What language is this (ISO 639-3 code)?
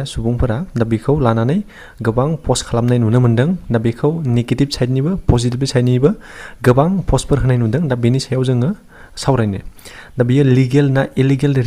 brx